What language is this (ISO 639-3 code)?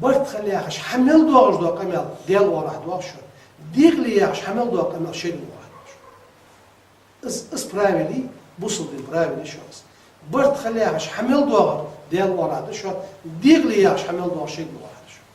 inh